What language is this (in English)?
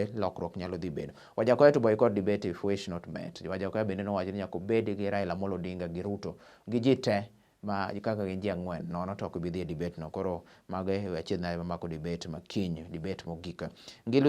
Luo (Kenya and Tanzania)